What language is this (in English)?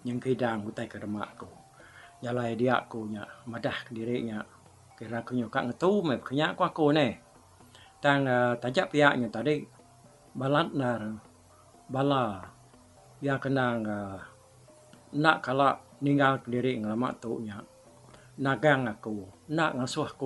Iban